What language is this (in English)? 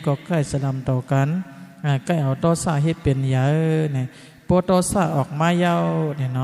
Shan